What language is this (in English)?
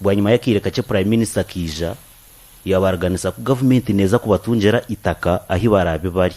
Nyankole